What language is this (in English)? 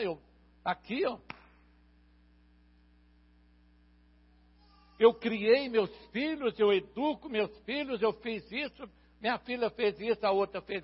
Portuguese